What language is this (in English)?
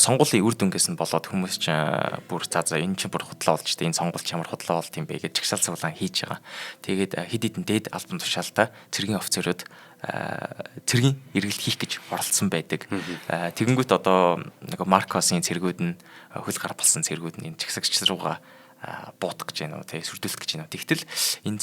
Mongolian